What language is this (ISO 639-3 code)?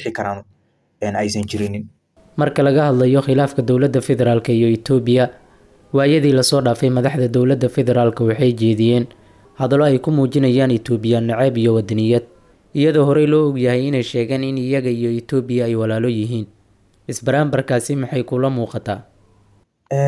som